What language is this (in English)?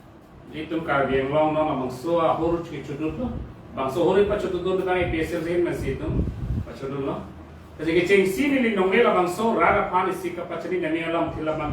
Karbi